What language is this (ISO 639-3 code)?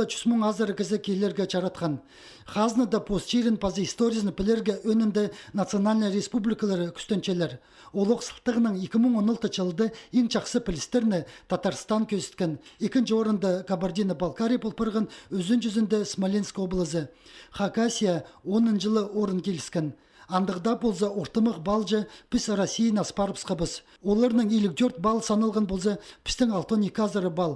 kjh